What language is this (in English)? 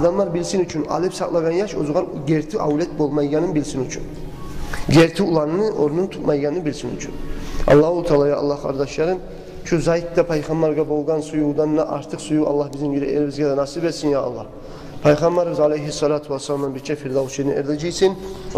Kumyk